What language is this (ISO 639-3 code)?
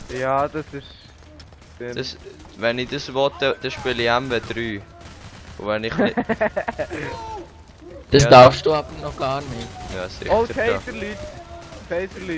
gsw